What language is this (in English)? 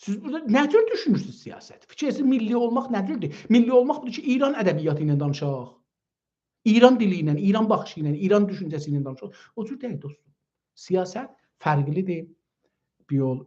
South Azerbaijani